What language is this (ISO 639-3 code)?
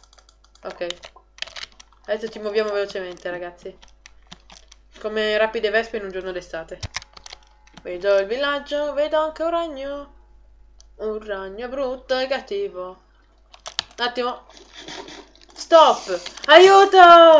ita